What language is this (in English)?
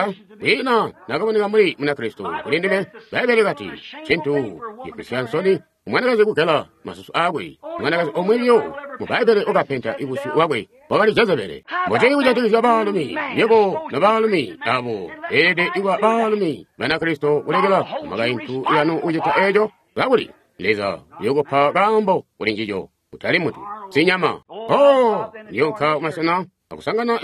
Tonga (Zambia)